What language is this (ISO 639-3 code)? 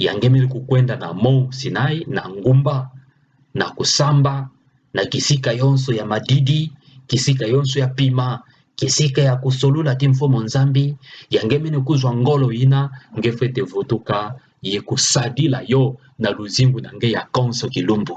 ktu